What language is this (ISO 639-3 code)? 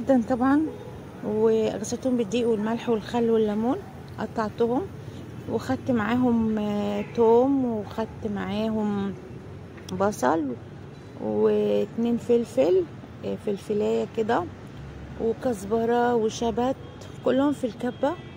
arz